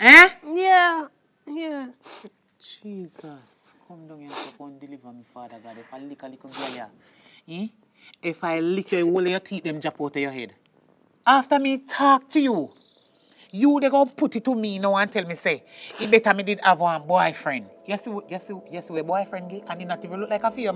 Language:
Jamaican Creole English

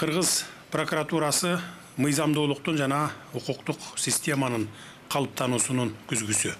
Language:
Kyrgyz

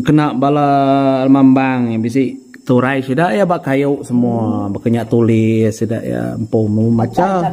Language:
Iban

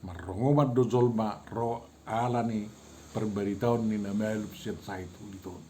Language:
Batak Toba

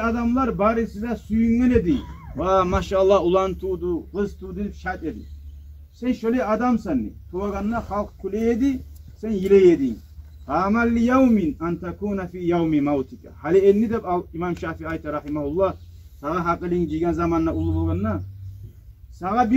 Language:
Kumyk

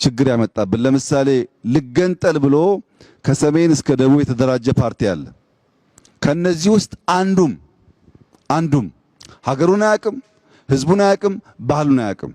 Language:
Amharic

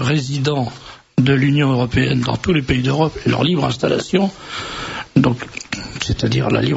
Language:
French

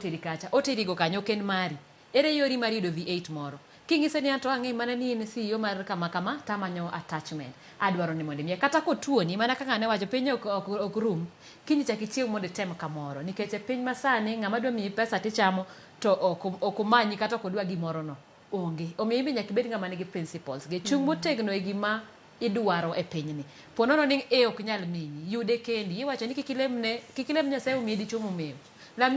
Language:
Luo (Kenya and Tanzania)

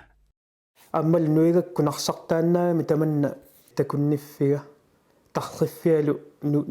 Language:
Kalaallisut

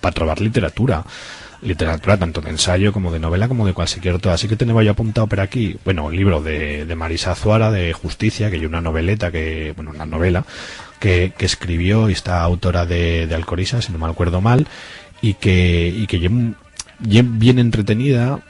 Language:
Aragonese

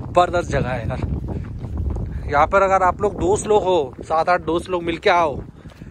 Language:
Hindi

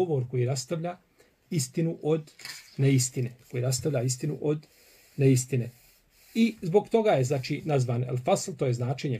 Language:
Bosnian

